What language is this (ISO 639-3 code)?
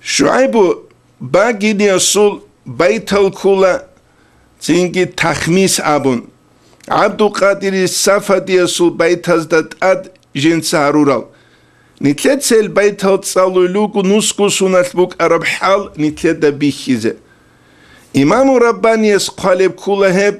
ava